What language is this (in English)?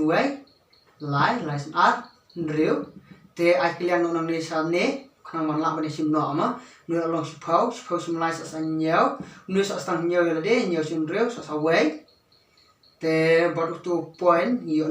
Khasi